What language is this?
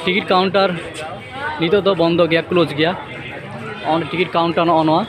Santali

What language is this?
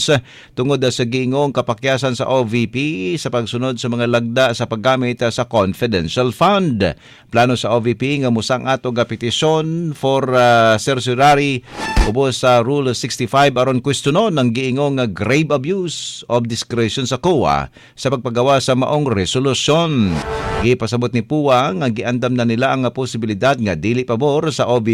Cebuano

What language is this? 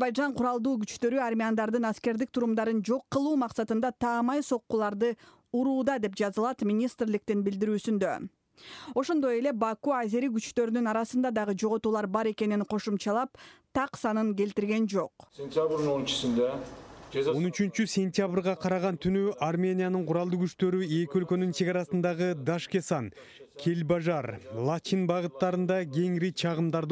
Kyrgyz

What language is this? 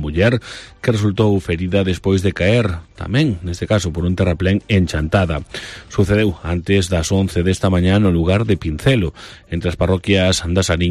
Galician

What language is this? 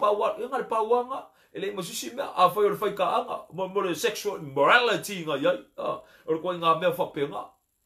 Samoan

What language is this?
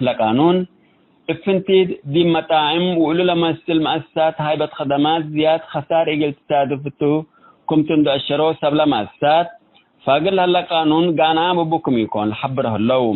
Tigre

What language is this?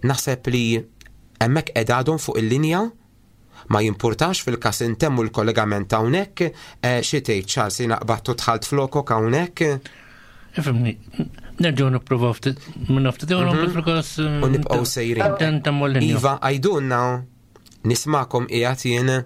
Maltese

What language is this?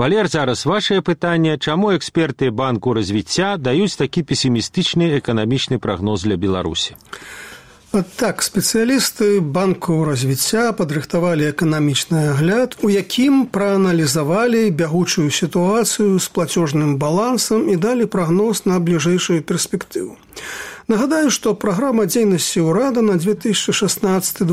Belarusian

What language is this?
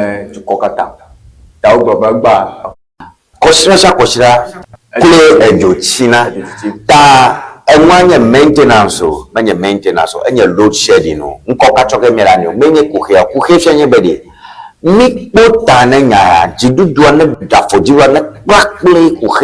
Ewe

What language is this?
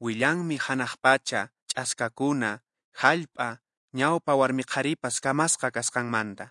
Quechua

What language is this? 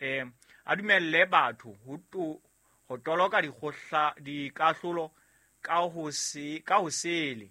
Southern Sotho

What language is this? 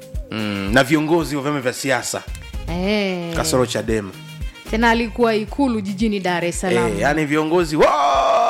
Swahili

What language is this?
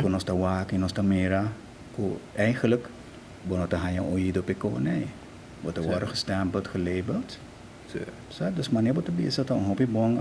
Papiamento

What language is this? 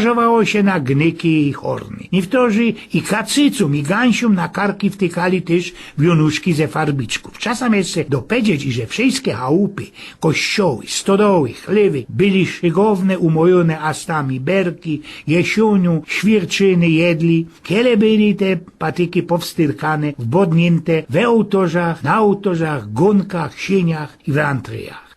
Silesian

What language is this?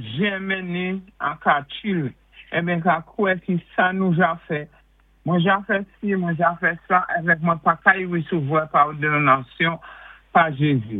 Saint Lucian Creole French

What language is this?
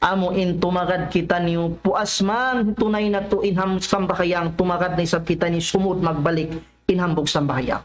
Tausug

